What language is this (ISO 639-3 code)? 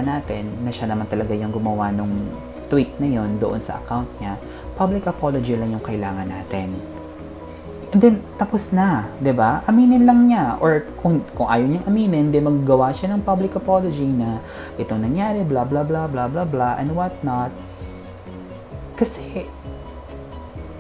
fil